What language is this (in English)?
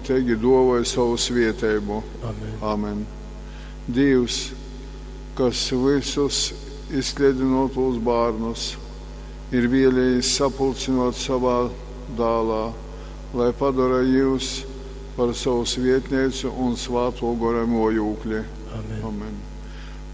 Latgalian